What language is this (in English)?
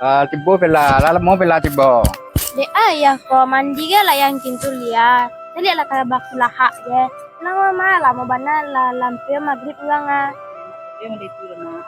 Minangkabau